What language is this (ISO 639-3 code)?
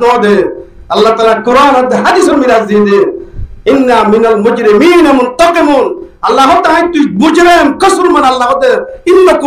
rhg